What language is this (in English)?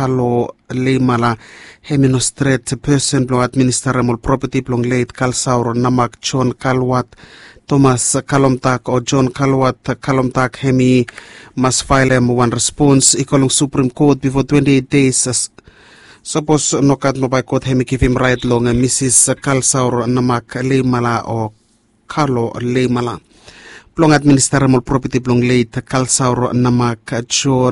Bislama